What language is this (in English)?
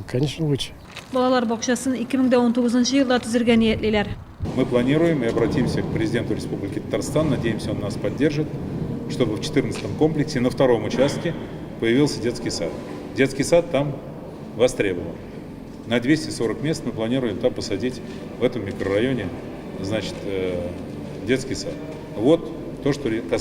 Tatar